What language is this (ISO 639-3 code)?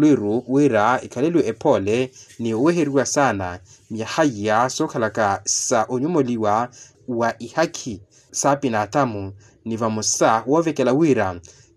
vmw